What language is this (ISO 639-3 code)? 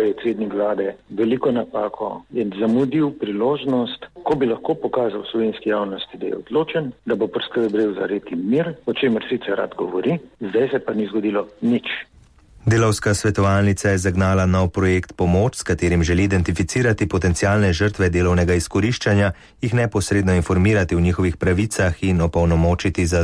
slv